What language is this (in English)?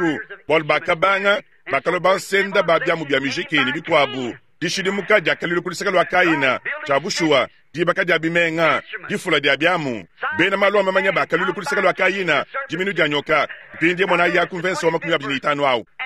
Luba-Lulua